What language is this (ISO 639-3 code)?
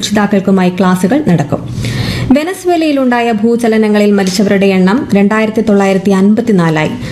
mal